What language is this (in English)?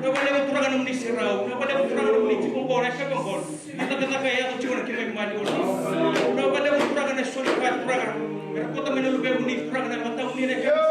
Fijian